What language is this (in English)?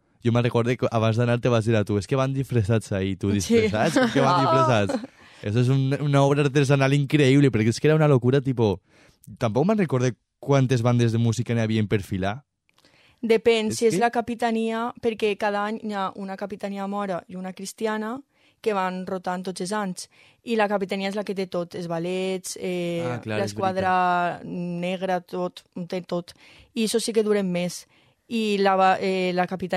Catalan